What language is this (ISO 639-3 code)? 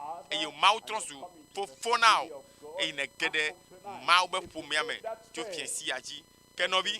ewe